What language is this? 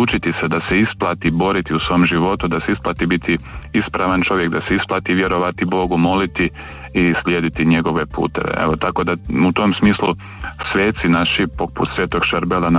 Croatian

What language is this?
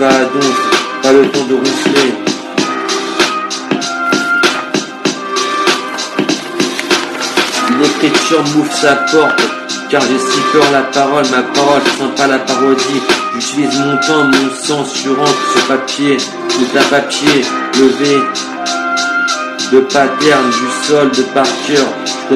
French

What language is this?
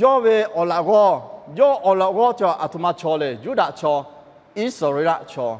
Lahu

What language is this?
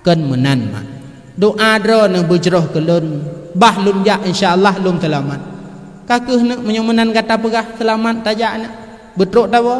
Achinese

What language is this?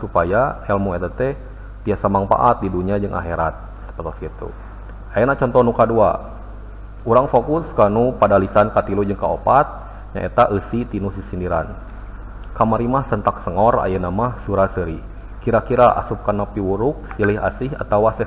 Sundanese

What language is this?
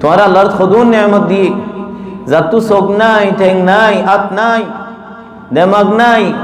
Rohingya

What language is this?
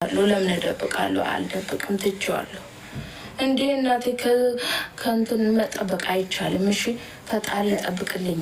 Amharic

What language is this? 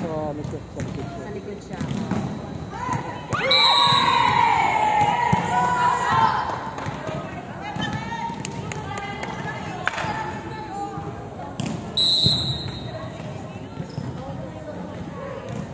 Filipino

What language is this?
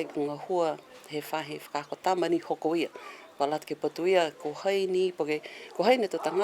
Niuean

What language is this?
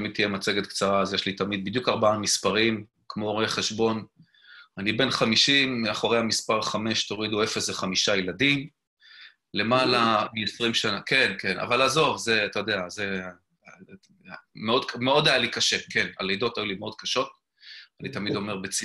Hebrew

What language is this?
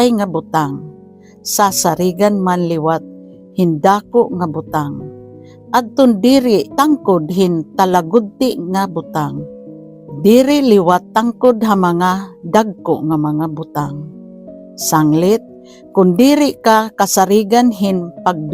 Waray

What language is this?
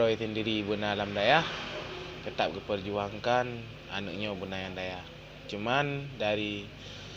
Achinese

